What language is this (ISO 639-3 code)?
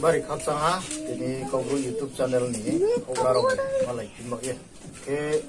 ria